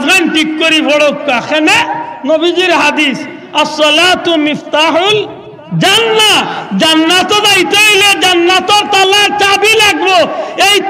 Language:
Sylheti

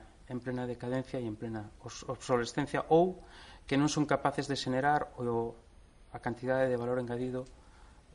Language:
Galician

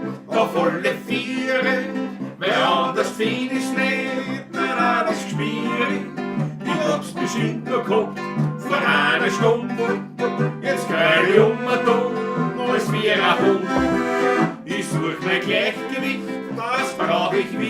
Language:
Bavarian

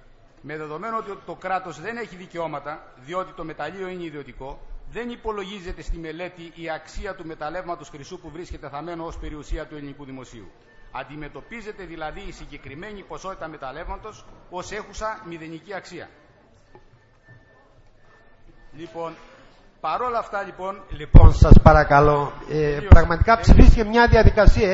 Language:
Greek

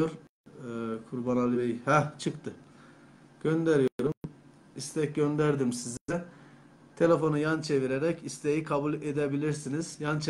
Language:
Turkish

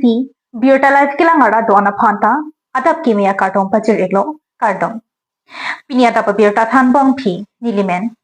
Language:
Karbi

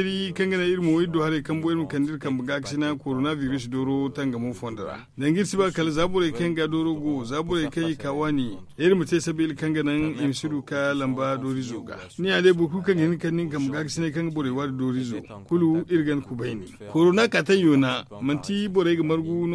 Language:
Zarma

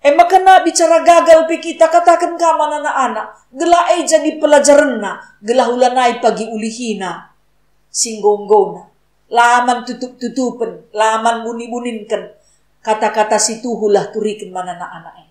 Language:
Batak Karo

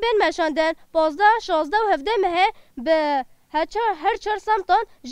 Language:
Kurdish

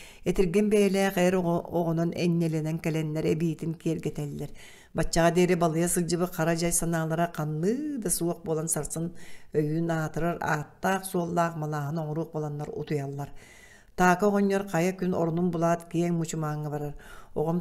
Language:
Yakut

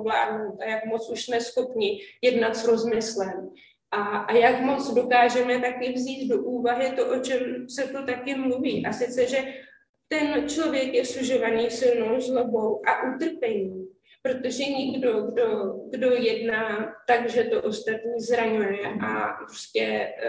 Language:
Czech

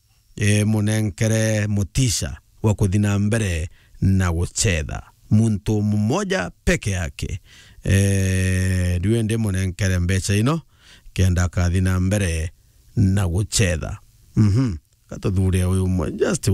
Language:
Meru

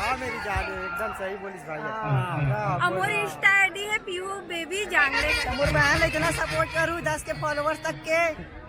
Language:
Chhattisgarhi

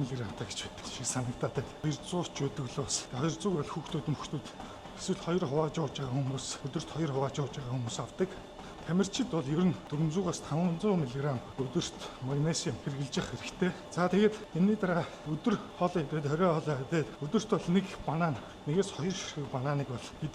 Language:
Mongolian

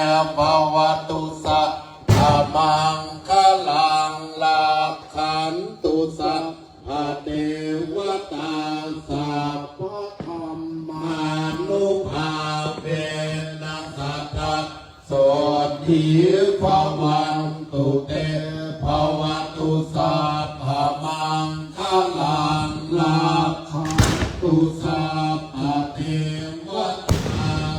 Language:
Pali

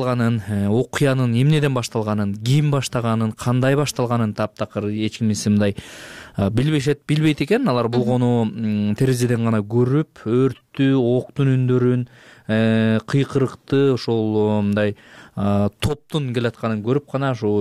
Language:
Kyrgyz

